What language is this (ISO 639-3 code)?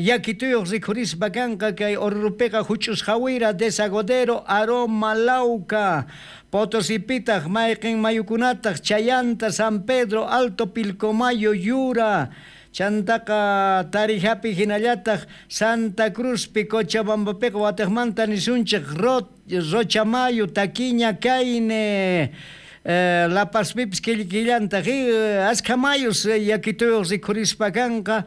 quh